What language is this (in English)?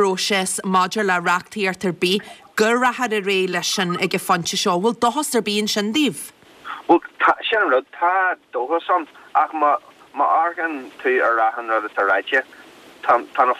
Irish